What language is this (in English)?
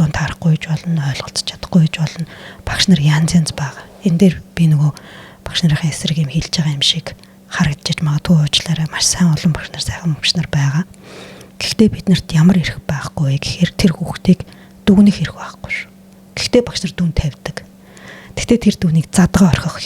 Mongolian